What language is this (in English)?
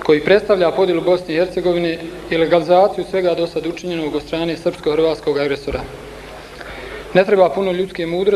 Bosnian